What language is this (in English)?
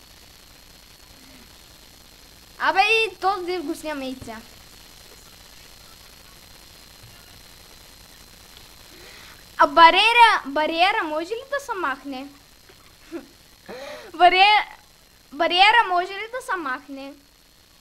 Bulgarian